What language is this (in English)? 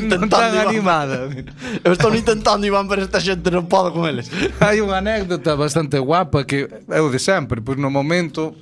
Galician